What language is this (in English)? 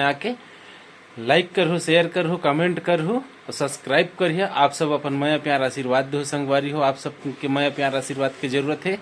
Chhattisgarhi